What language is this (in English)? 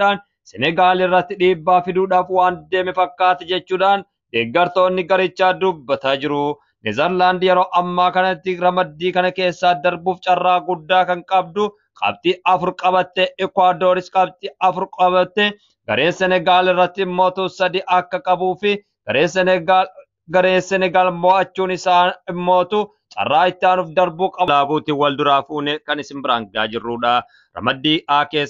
Oromo